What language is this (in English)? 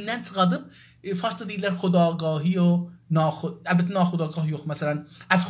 South Azerbaijani